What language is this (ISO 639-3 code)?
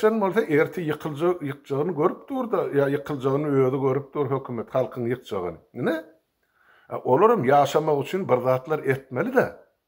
tuk